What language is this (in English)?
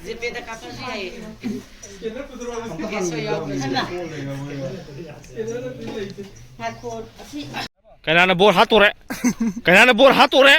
Manipuri